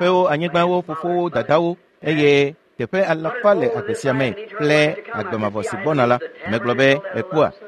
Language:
Ewe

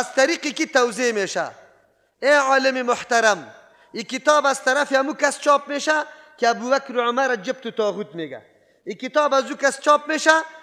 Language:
Persian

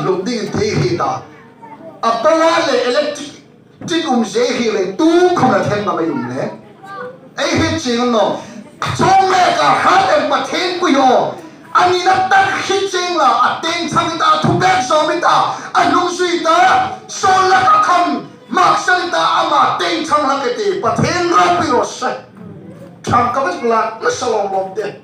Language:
Hmar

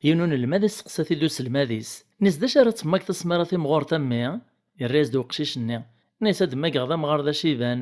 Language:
Kabyle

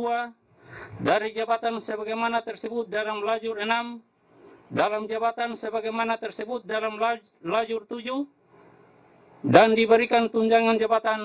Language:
Indonesian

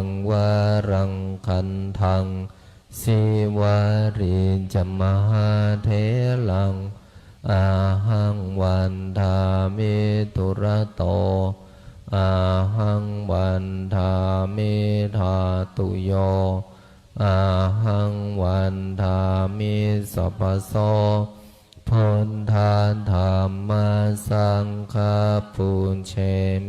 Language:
Pali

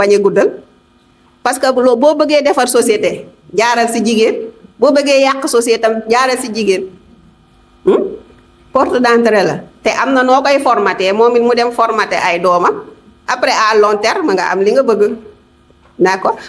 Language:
Wolof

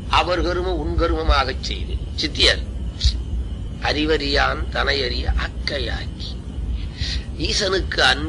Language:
Tamil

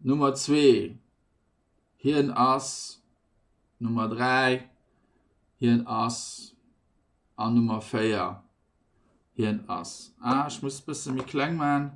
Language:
Luxembourgish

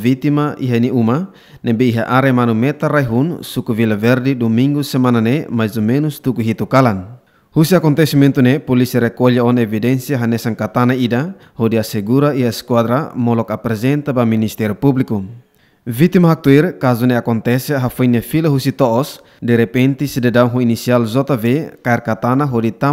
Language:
Tetum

